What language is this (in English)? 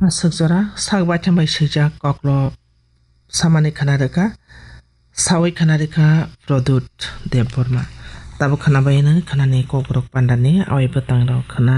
Kok Borok